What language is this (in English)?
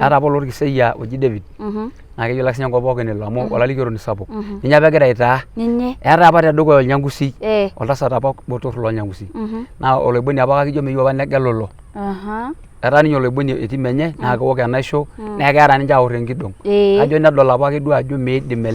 Masai